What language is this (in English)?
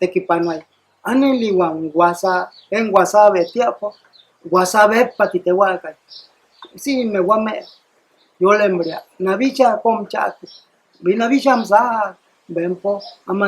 Mayo